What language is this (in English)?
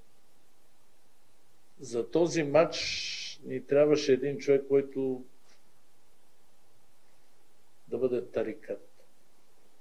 Bulgarian